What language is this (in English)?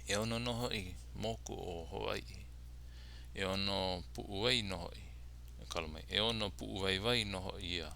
Hawaiian